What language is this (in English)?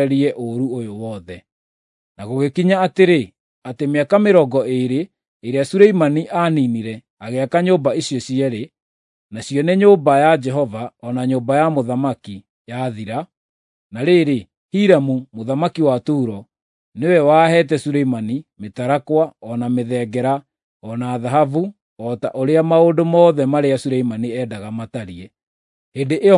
Kikuyu